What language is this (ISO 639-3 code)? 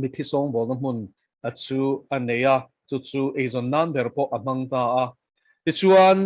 lus